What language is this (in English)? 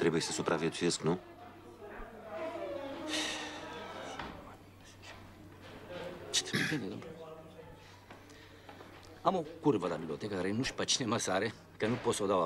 Romanian